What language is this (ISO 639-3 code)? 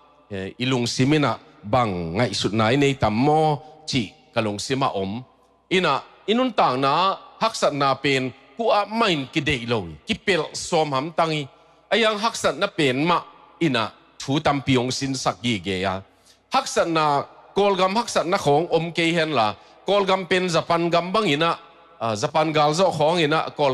ctd